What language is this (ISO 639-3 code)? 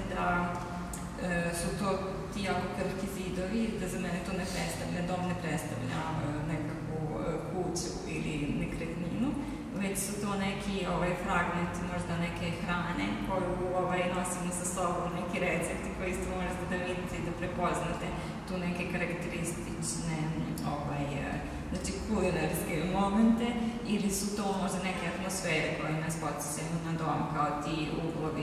srp